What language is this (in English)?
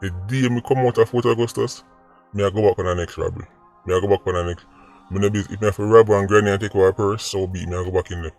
Jamaican Creole English